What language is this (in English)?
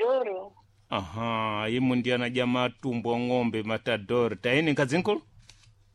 Sena